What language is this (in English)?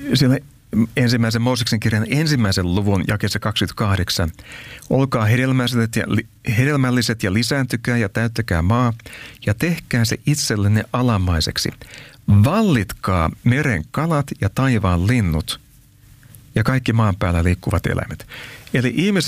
Finnish